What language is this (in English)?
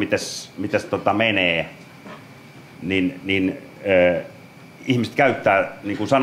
Finnish